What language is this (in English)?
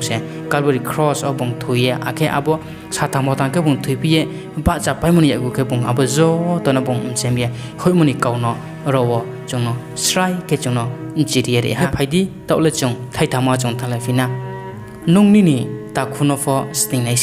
Riang (India)